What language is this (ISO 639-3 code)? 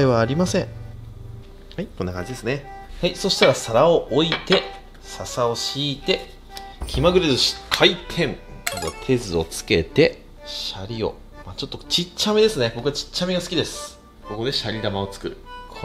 jpn